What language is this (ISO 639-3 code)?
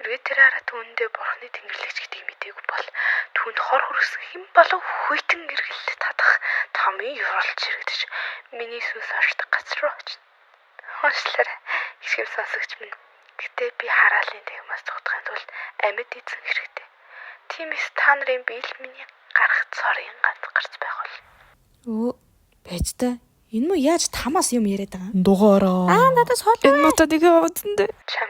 mon